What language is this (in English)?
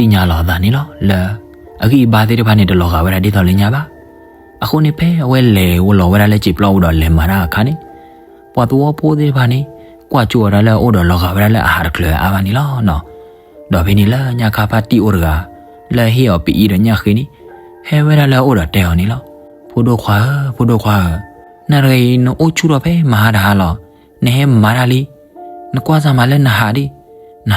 S'gaw Karen